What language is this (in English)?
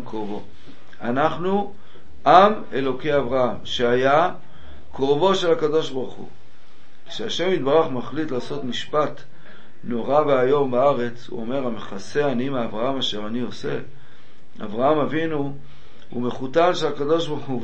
Hebrew